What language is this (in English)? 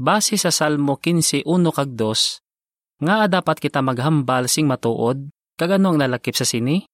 Hiligaynon